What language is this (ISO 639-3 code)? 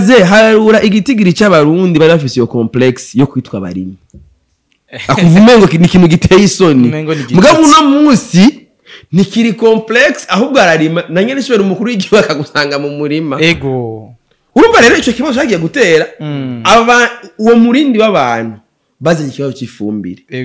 run